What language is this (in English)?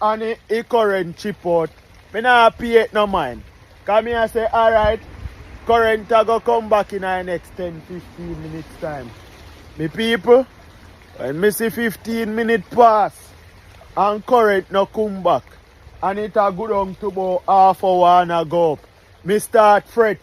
Jamaican Creole English